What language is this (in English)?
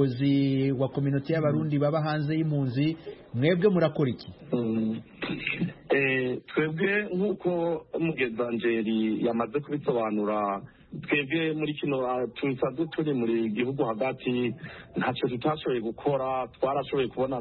Kinyarwanda